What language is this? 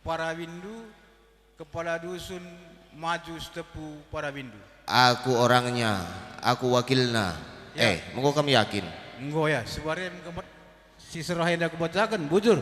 Batak Karo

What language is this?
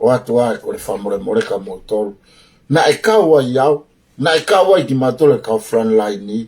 Tongan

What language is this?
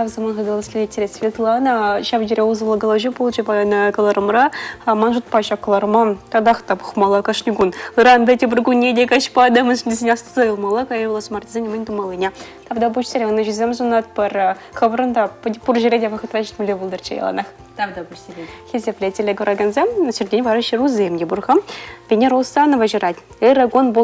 Chuvash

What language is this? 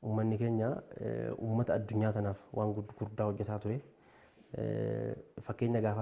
Oromo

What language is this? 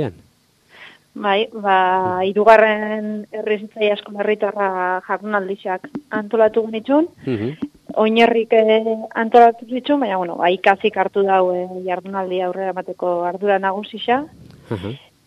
Basque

